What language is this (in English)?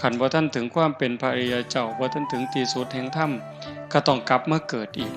Northeastern Thai